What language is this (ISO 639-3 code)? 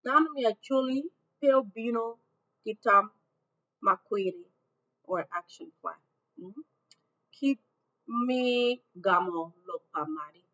ach